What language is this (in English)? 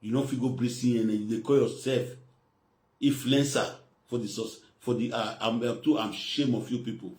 Nigerian Pidgin